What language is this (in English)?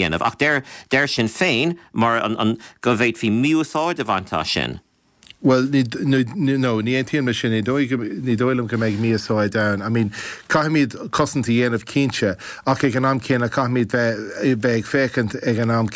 Irish